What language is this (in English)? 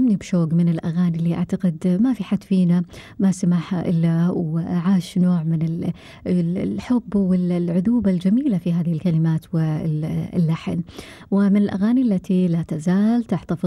Gulf Arabic